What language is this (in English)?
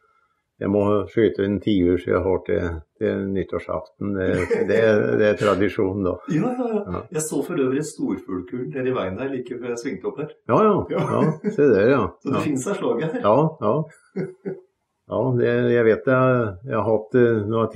Norwegian